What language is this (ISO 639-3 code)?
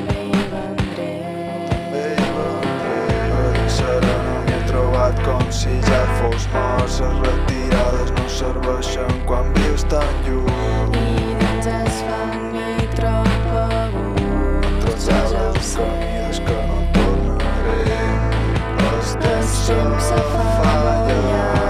cat